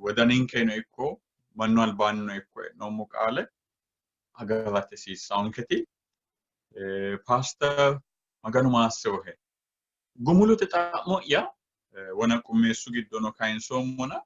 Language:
Sidamo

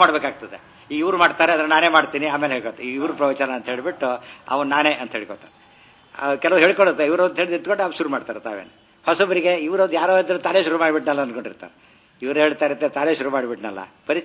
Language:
Kannada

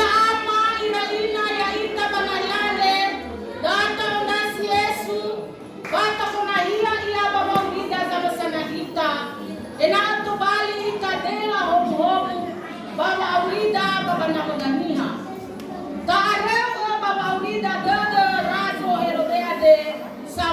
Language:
Nias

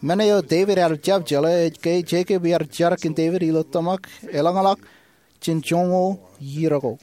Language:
Marshallese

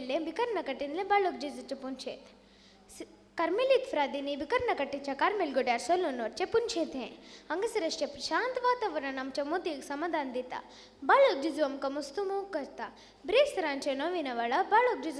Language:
Konkani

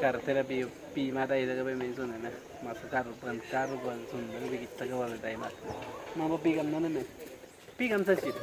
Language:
Awa-Cuaiquer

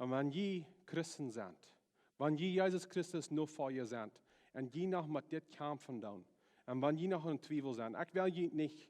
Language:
Plautdietsch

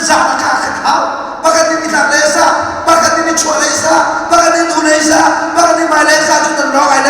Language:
Hakha Chin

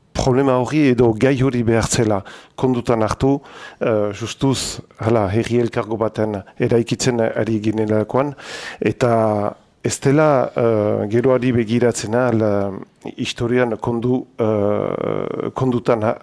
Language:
Basque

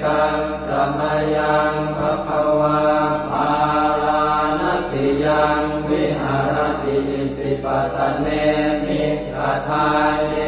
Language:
Pali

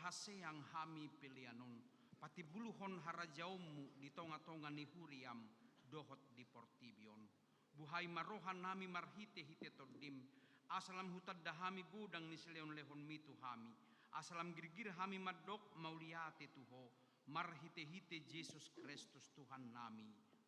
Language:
Batak Toba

